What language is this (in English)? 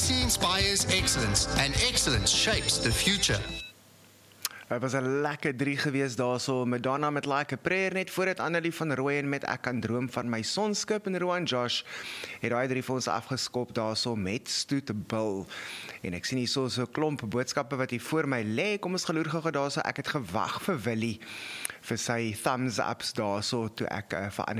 Afrikaans